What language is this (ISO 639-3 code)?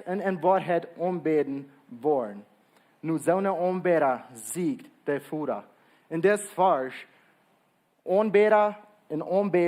pdt